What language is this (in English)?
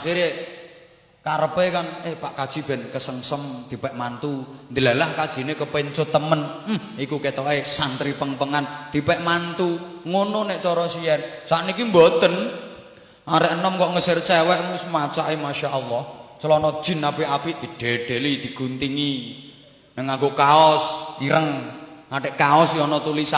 Javanese